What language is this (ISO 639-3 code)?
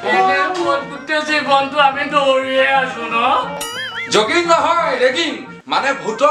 asm